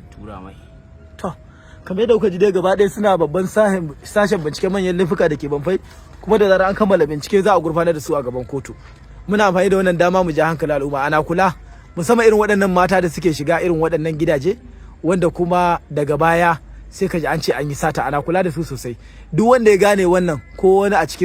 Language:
Hausa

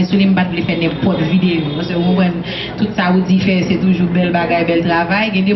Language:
Haitian Creole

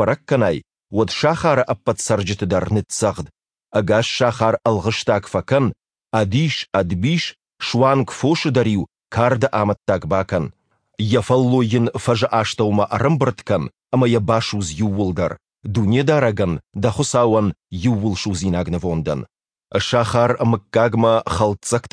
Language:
Ossetic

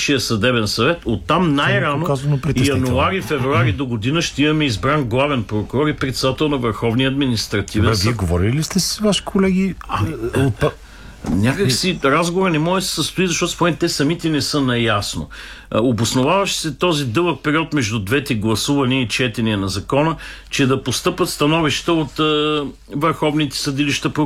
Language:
Bulgarian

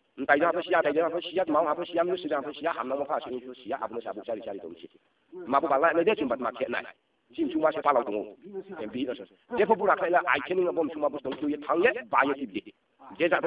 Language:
Riang (India)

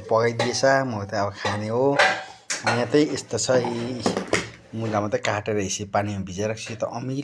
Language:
Nepali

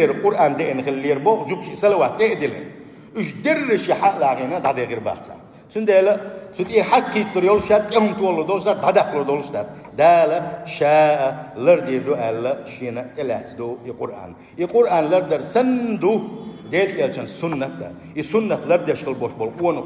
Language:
Chechen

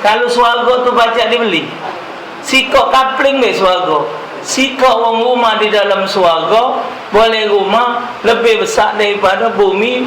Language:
Musi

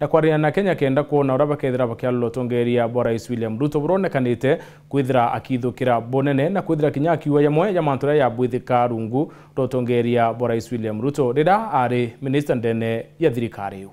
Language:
Meru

